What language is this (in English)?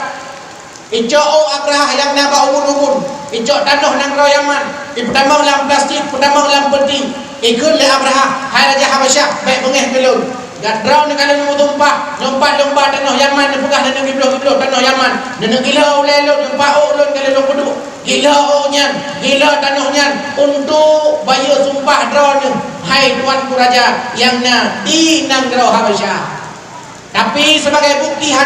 Achinese